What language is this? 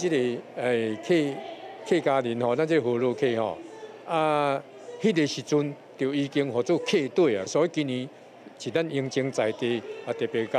Hakka Chinese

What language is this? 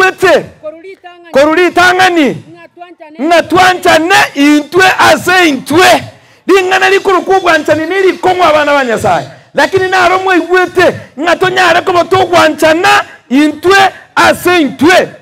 Gusii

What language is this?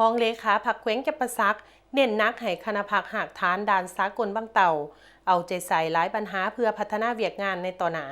Lao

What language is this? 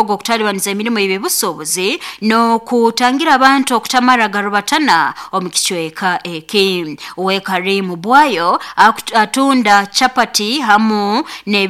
Nyoro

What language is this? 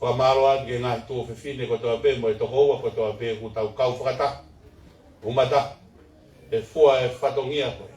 Tongan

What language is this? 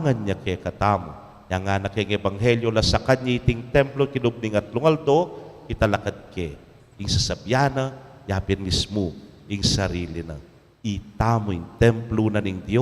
Pampanga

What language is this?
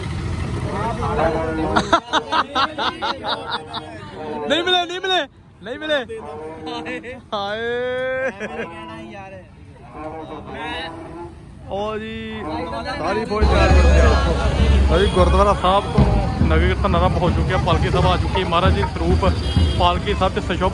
Punjabi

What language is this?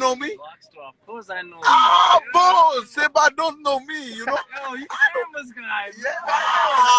Kabuverdianu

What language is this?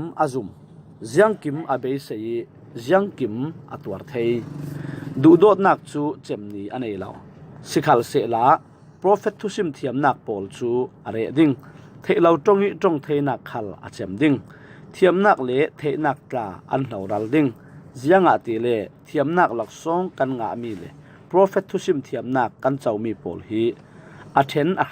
Falam Chin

